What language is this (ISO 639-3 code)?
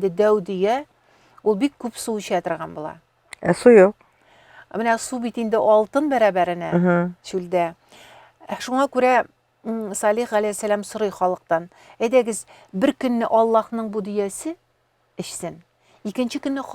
tat